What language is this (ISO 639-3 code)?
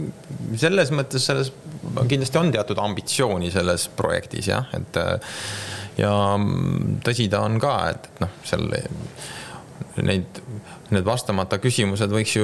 est